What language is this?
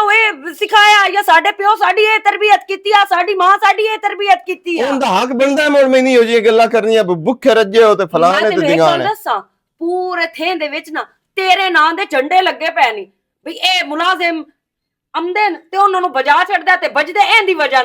Western Panjabi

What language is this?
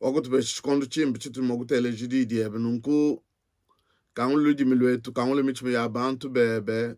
Luba-Lulua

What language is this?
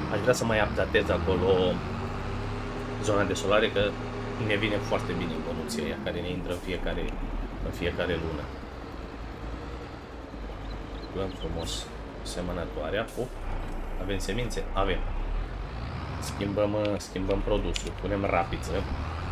Romanian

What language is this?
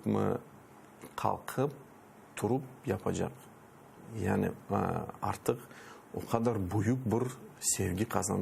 Crimean Tatar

